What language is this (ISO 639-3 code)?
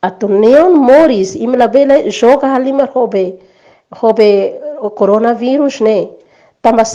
tet